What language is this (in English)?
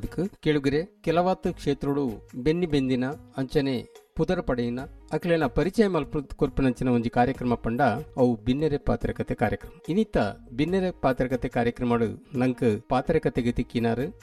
Tulu